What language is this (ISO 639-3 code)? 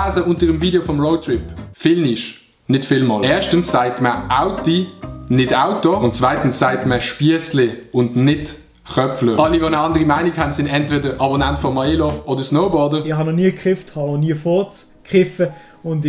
gsw